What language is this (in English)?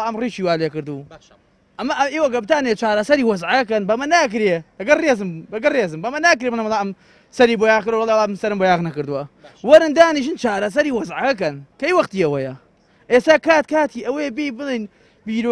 Central Kurdish